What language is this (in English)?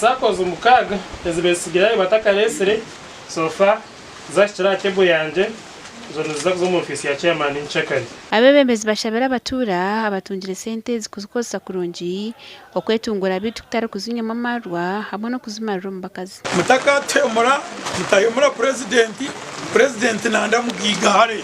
Nyankole